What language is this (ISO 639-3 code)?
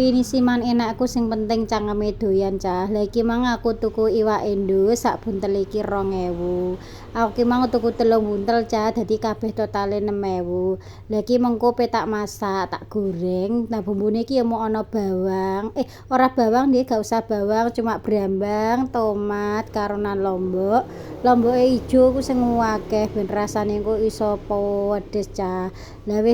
jav